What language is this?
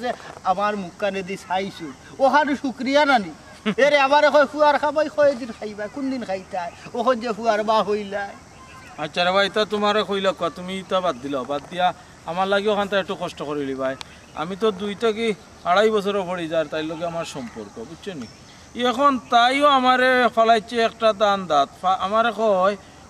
Sylheti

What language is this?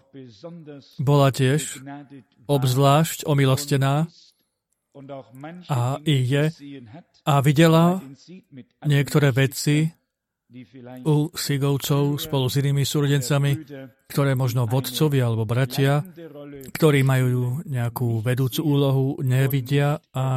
Slovak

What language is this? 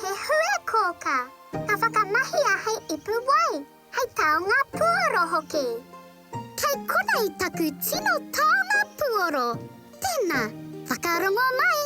Māori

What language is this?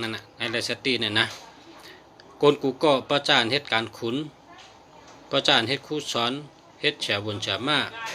Shan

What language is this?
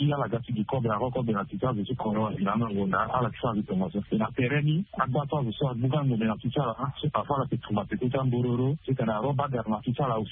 Sango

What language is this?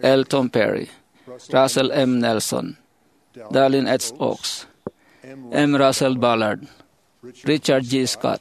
Iloko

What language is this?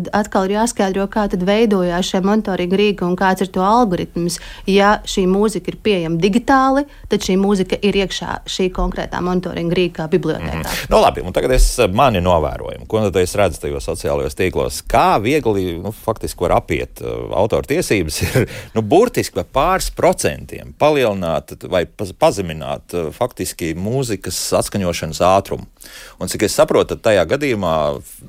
Latvian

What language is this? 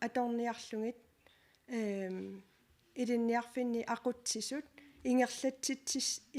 Kalaallisut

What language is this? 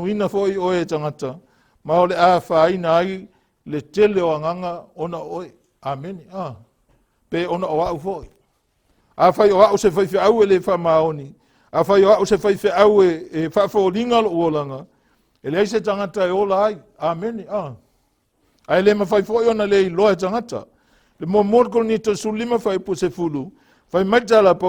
Samoan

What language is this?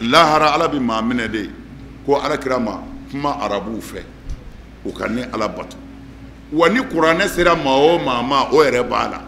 Bambara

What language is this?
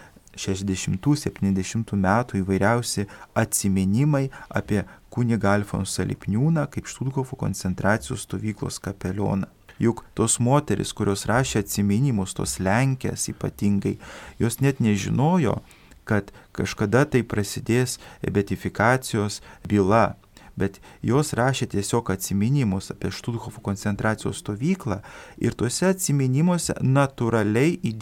Lithuanian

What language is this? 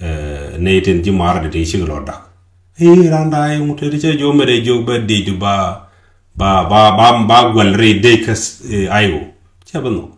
Nuer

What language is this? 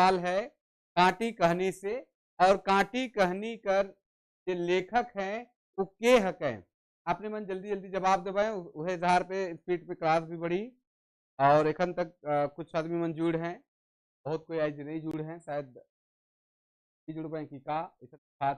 Sadri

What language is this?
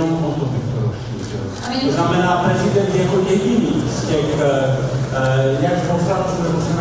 Czech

